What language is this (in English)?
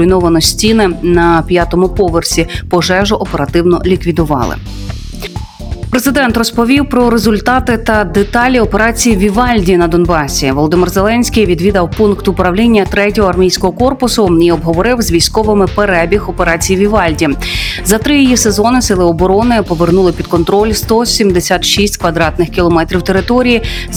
Ukrainian